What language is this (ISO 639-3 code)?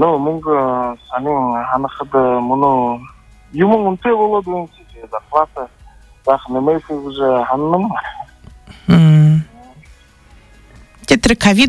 bua